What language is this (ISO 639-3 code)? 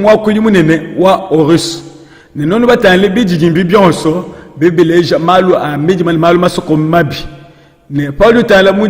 lua